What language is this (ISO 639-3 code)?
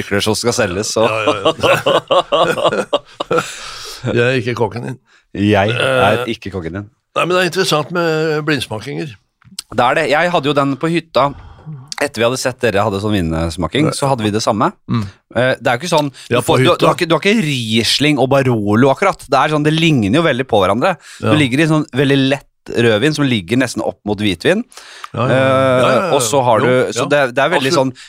nor